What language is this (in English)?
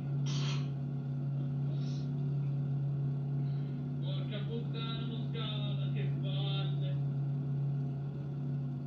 Italian